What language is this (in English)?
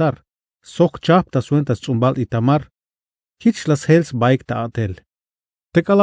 Tzeltal